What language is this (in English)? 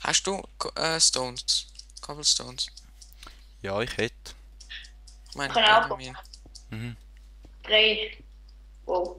Swiss German